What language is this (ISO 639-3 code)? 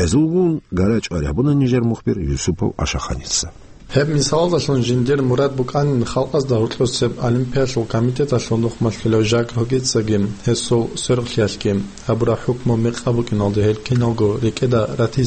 ava